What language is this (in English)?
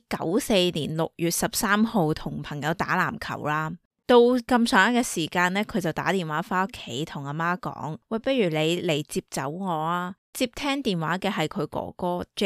Cantonese